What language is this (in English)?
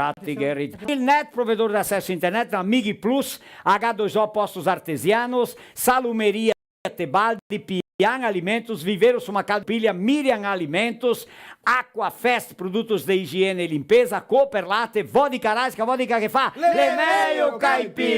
Venetian